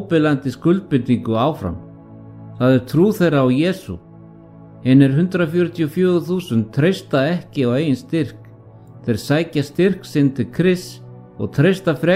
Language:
Icelandic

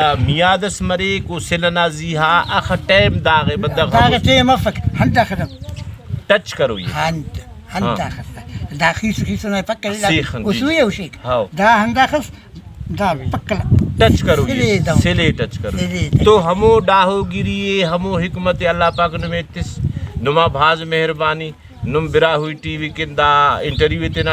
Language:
Brahui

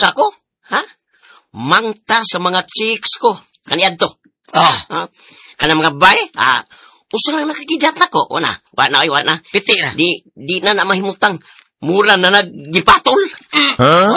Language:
Cebuano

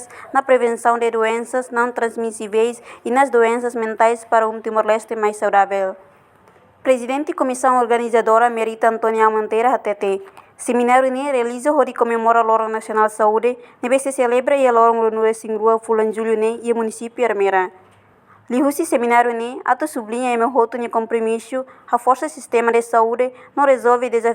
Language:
Tetum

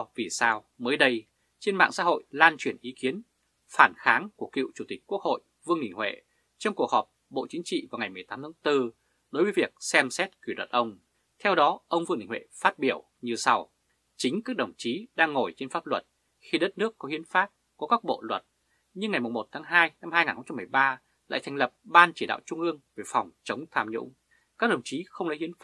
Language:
Vietnamese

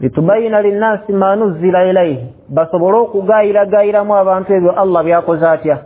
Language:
Ganda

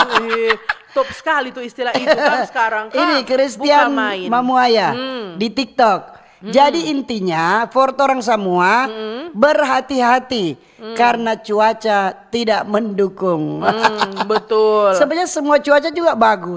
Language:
Manado Malay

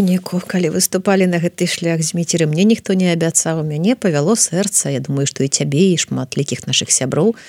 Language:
Belarusian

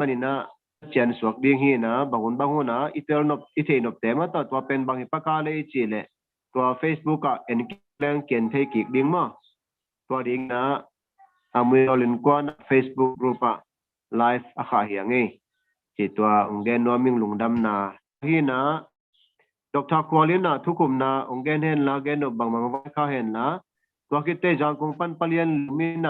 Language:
Tedim Chin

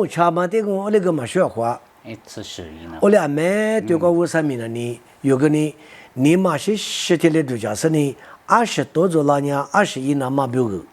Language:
Lisu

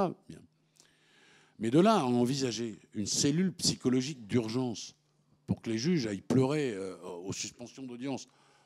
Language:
French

